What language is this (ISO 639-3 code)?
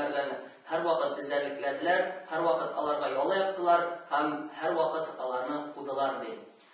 tat